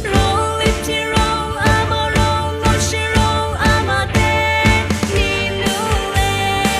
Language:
Lisu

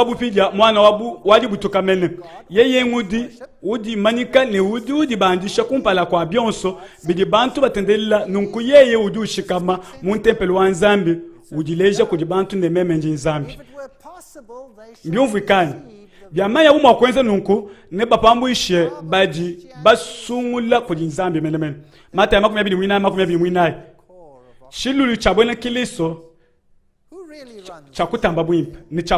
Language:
Luba-Lulua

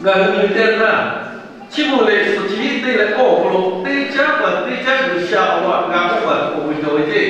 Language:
Lahu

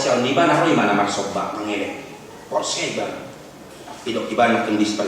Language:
Batak Toba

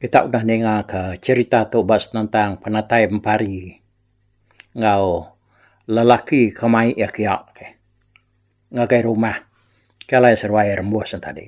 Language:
Iban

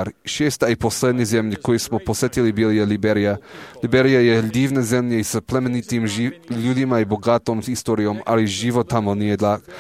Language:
Serbian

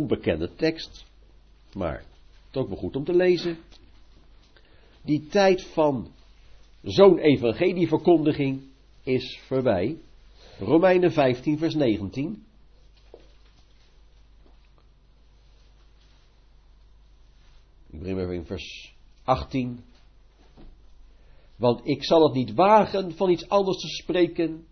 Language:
Dutch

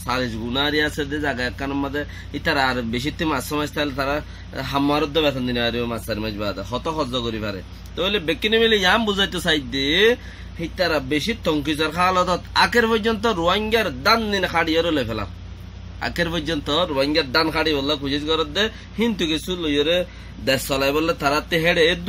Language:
Rohingya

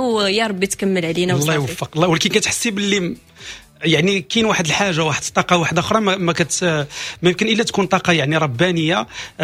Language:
Moroccan Arabic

